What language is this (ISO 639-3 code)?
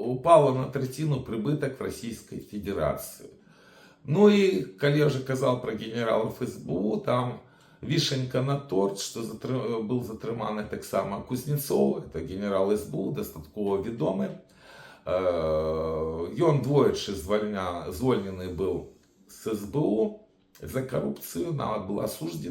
bel